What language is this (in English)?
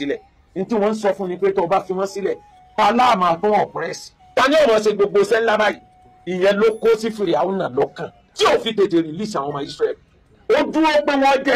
Yoruba